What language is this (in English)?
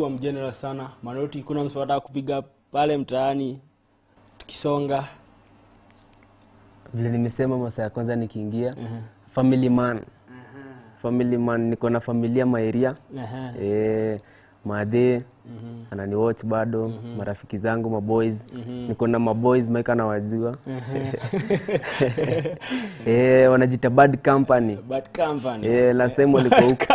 Swahili